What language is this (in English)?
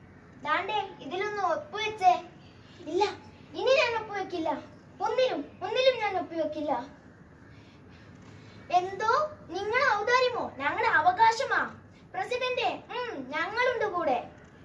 Malayalam